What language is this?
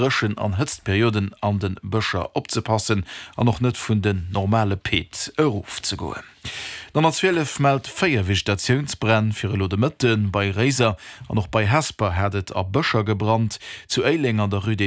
Luxembourgish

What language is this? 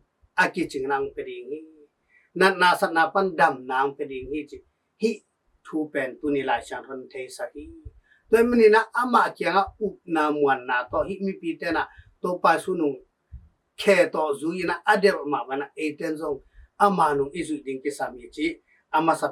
Tedim Chin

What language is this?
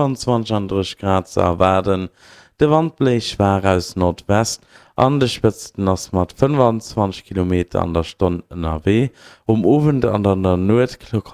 Luxembourgish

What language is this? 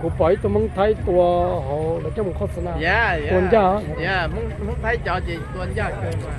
Hmong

